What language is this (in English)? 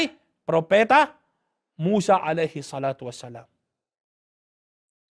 Filipino